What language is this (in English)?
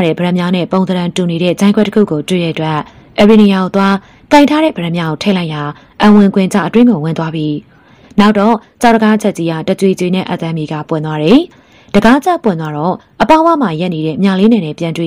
Burmese